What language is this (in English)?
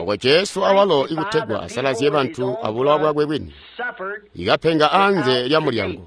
Tonga (Zambia)